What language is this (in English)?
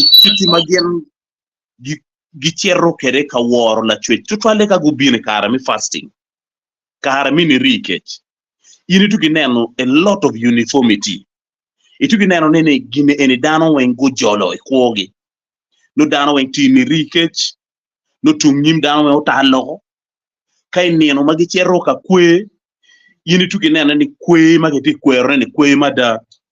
Acoli